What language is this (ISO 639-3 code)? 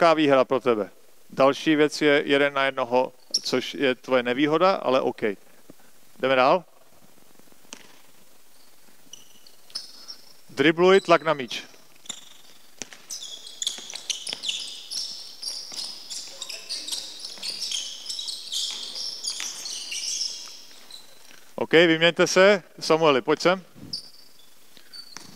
ces